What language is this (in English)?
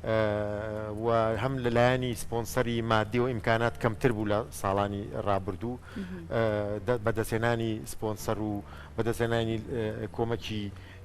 Central Kurdish